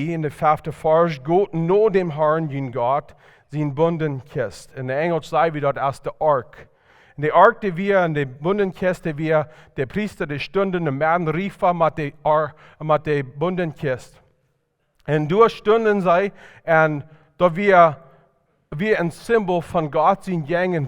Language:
Plautdietsch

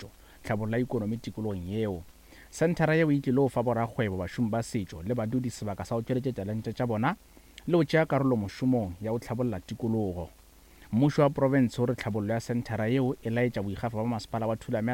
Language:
Northern Sotho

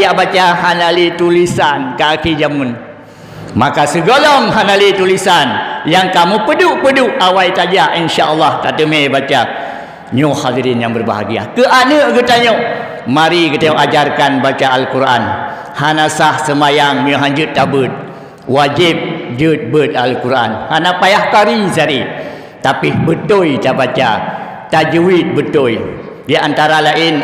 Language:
Achinese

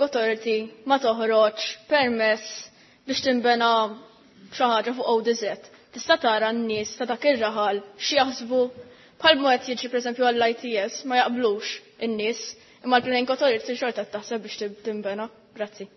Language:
Maltese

